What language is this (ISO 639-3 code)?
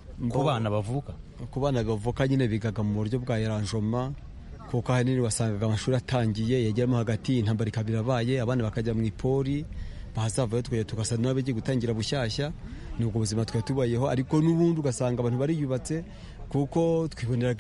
kin